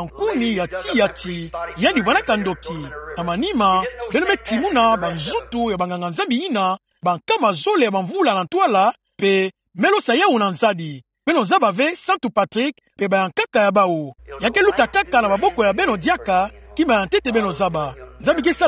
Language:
Kituba (Democratic Republic of Congo)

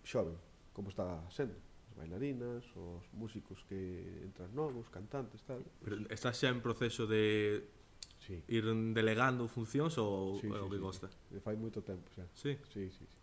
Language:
Galician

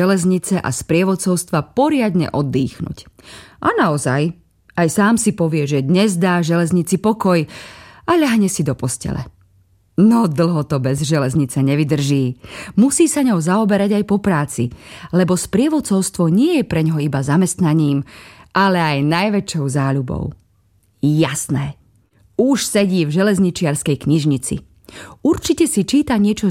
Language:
Slovak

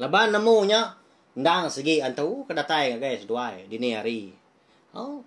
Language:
Iban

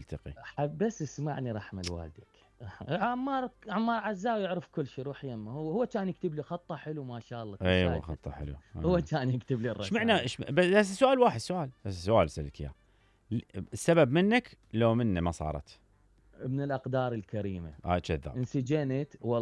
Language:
Mesopotamian Arabic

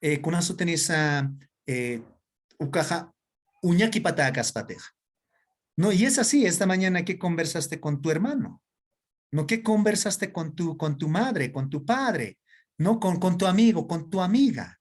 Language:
Aymara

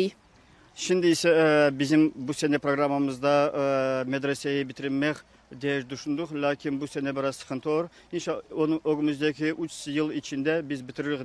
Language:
Crimean Tatar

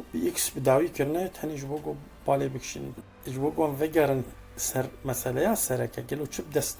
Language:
Kurdish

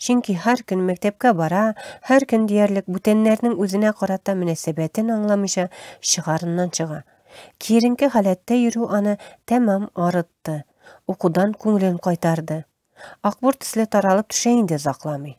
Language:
Tatar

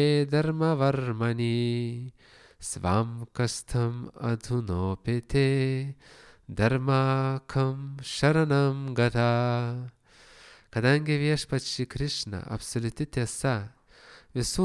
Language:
Lithuanian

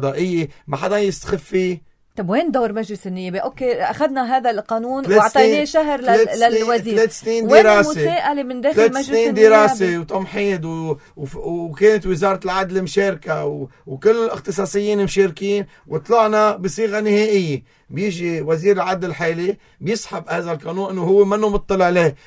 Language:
North Levantine Arabic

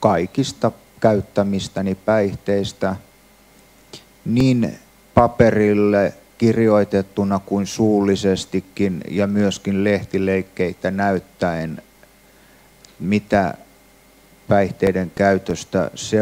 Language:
Finnish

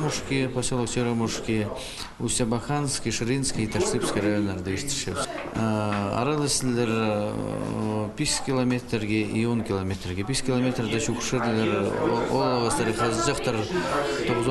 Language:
Khakas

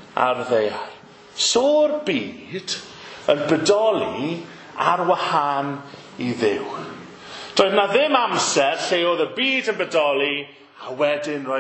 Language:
Welsh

